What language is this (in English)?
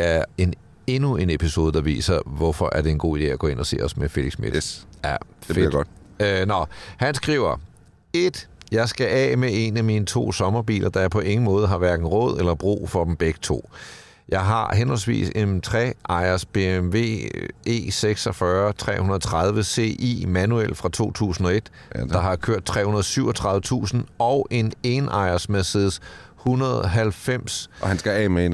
Danish